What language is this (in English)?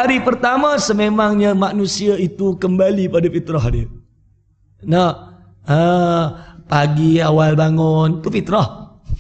Malay